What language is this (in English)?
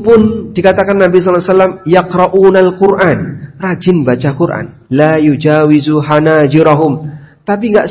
Indonesian